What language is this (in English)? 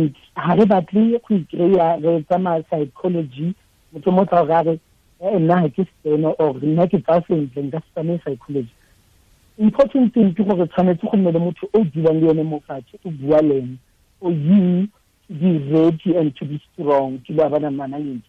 Tswana